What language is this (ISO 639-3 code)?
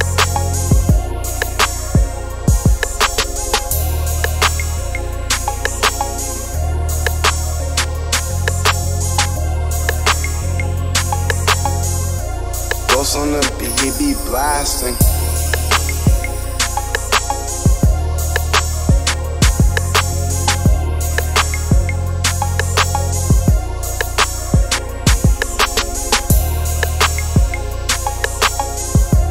eng